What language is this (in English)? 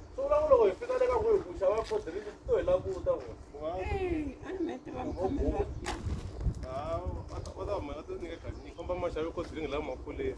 Tsonga